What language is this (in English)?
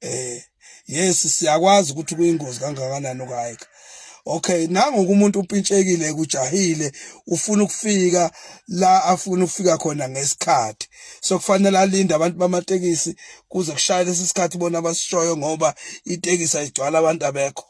Zulu